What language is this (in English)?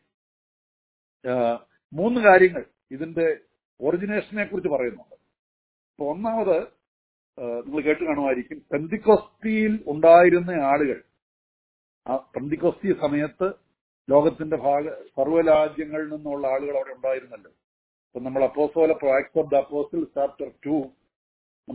Malayalam